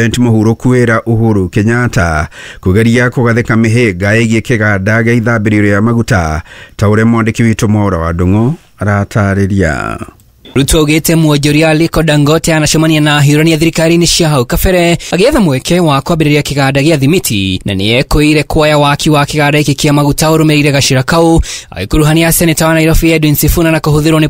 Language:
Kikuyu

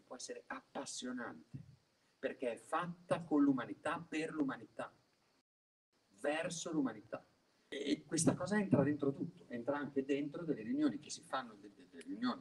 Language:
Italian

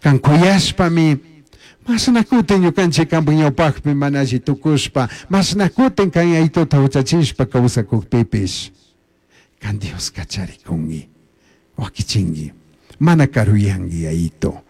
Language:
Chimborazo Highland Quichua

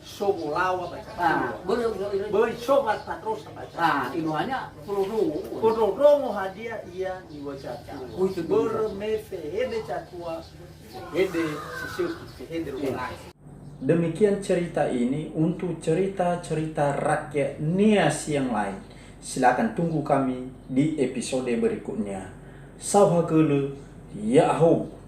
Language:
Nias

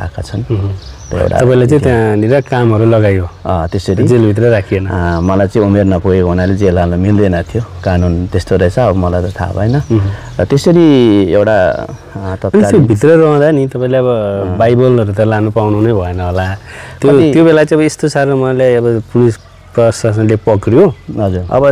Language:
Nepali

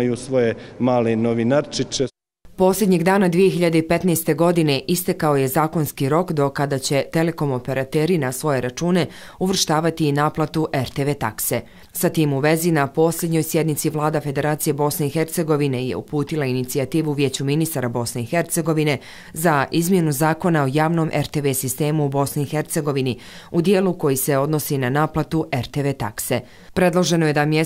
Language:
Bosnian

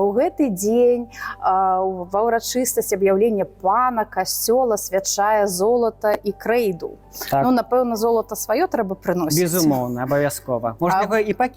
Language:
Belarusian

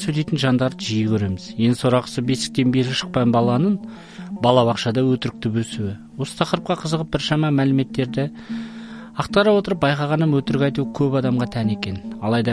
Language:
Kazakh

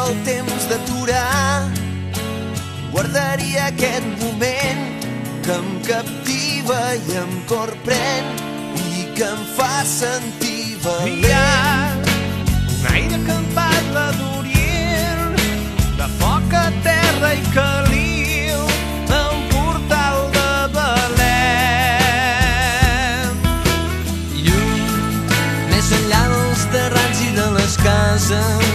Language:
Catalan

